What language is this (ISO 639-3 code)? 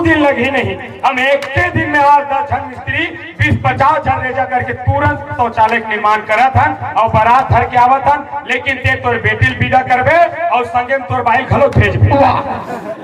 hne